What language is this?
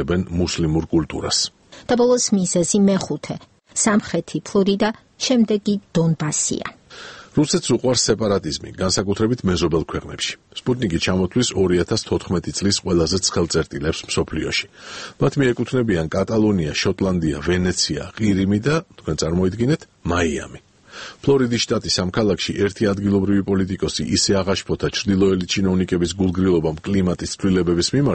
Georgian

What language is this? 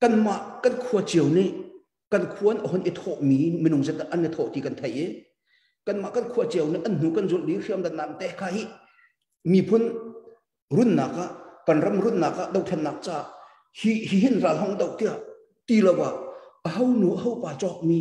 Hakha Chin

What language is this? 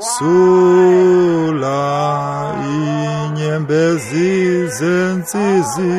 Xhosa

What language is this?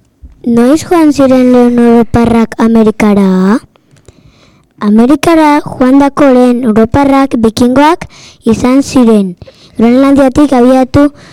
Basque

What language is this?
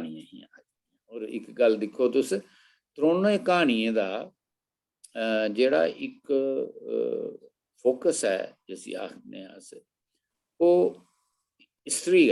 Dogri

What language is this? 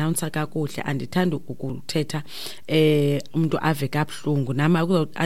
Xhosa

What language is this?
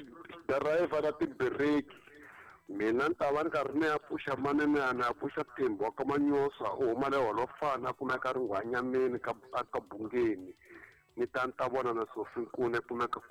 Tsonga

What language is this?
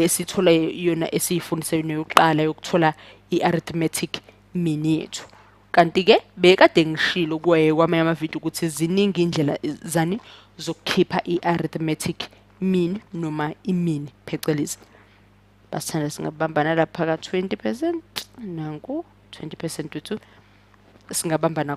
Zulu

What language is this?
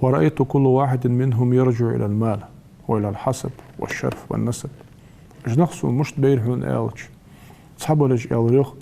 Ingush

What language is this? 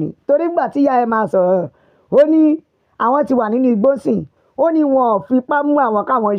Yoruba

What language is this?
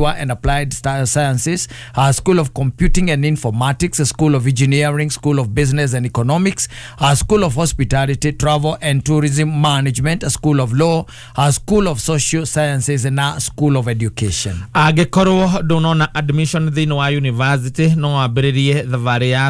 Kikuyu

